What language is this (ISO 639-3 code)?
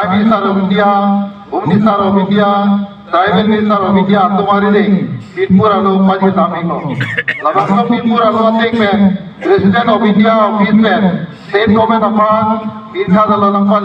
mjw